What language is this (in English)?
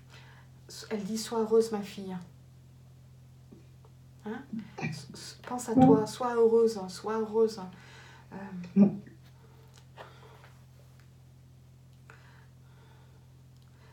French